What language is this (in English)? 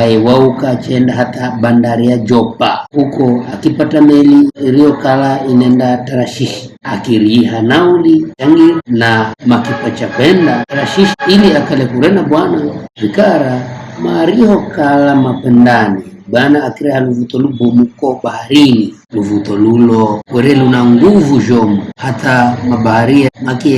Giryama